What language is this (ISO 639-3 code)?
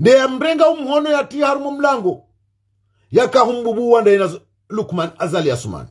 zdj